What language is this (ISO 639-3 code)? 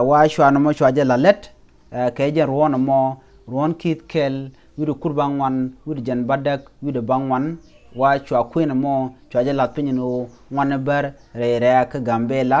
nus